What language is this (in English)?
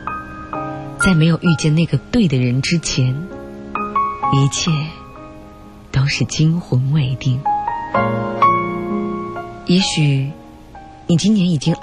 Chinese